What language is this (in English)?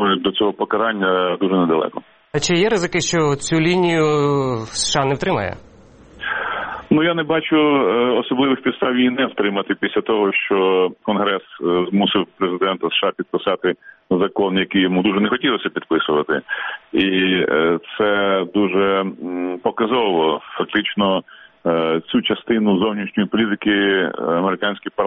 Ukrainian